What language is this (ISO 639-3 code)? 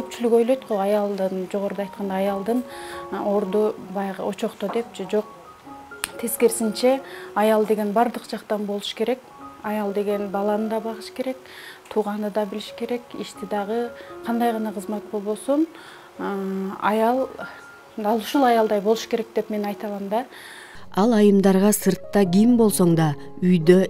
kir